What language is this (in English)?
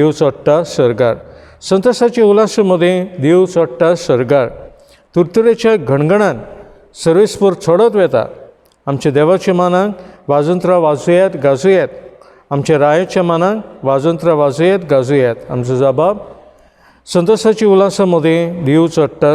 Konkani